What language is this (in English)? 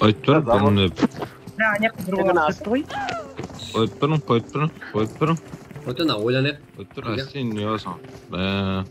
Kara-Kalpak